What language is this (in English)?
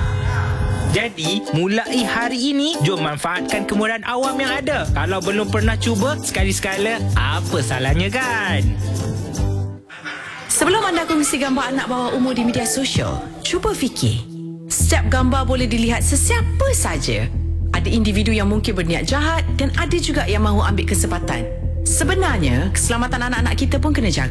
Malay